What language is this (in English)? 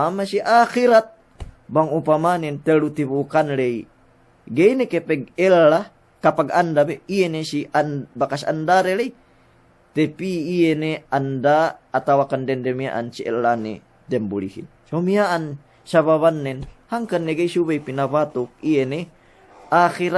Yakan